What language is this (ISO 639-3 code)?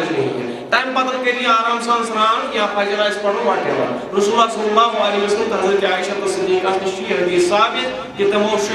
kas